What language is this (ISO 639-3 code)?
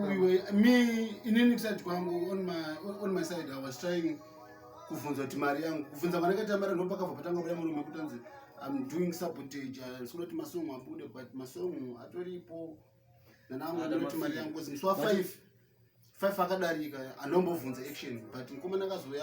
sna